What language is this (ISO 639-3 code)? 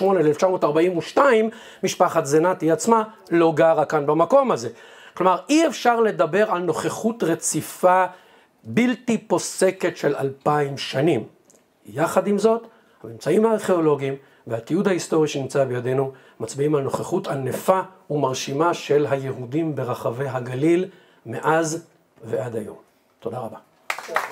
heb